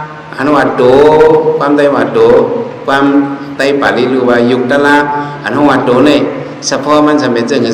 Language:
Shan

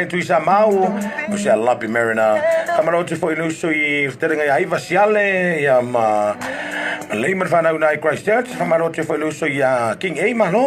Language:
Samoan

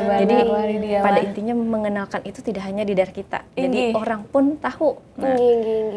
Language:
Banjar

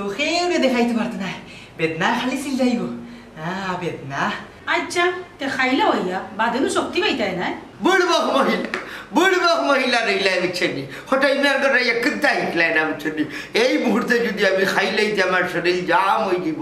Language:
Sylheti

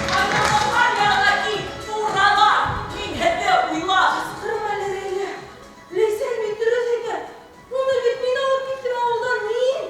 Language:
Bashkir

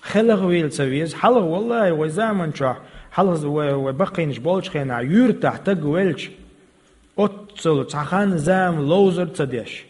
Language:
Chechen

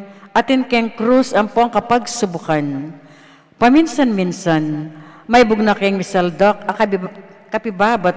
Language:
Pampanga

